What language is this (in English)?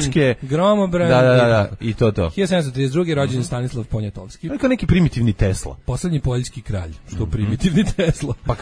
Serbian